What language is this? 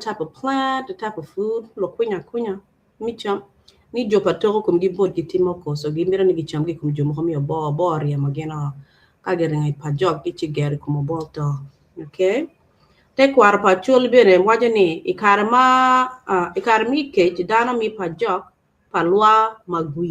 Acoli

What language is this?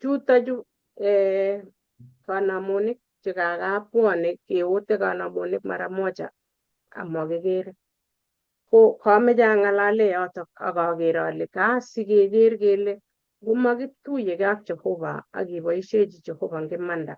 Kalenjin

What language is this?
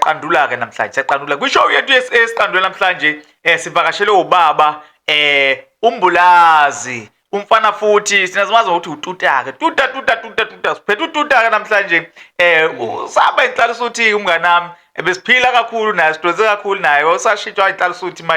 Zulu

